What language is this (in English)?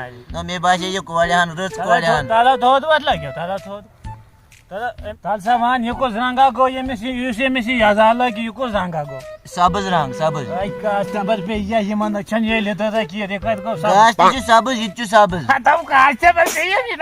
Kashmiri